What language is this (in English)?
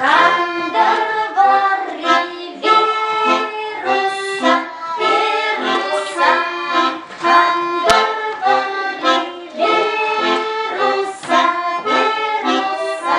Chuvash